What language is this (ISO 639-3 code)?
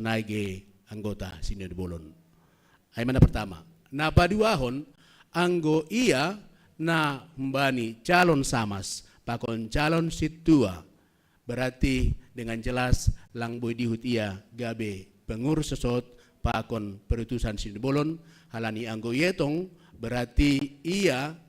bts